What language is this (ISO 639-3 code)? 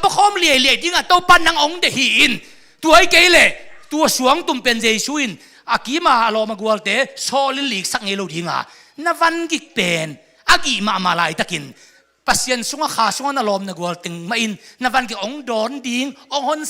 ctd